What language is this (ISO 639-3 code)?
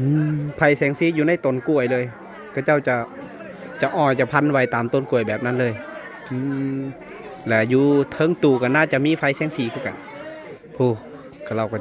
lao